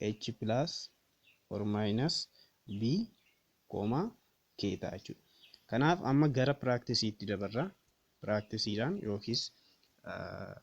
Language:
Oromo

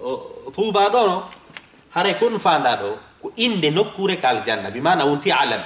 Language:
Fula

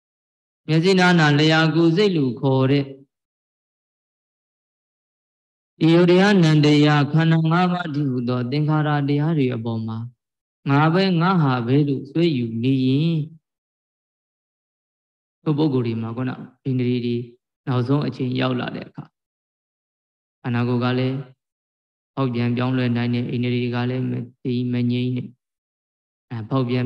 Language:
Burmese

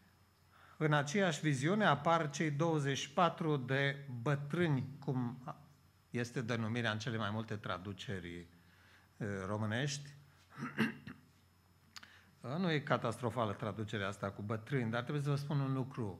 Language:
Romanian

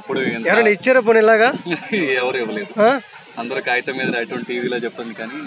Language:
Telugu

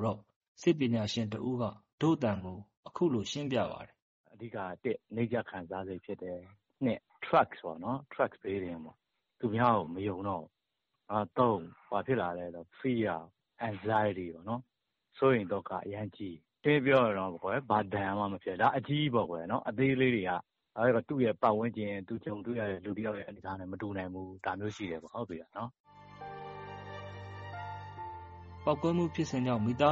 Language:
Burmese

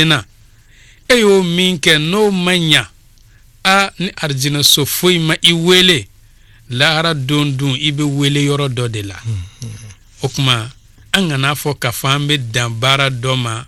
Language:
Bambara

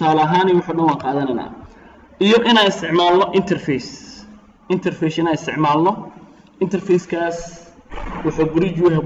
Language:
Somali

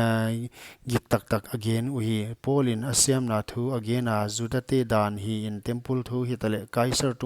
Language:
Paite Chin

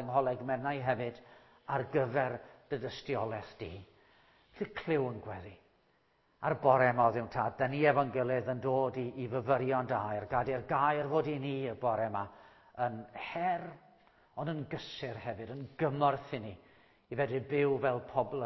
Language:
Welsh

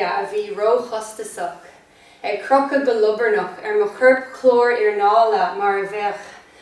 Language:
Irish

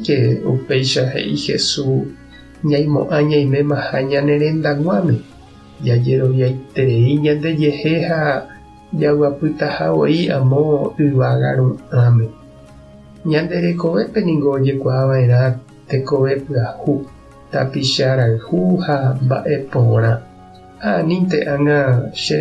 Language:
Guarani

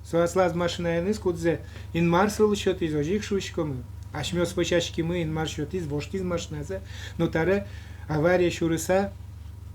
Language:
Udmurt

